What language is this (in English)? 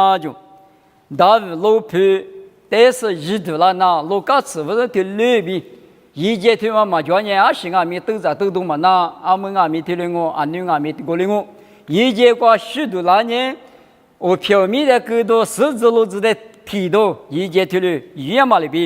Lisu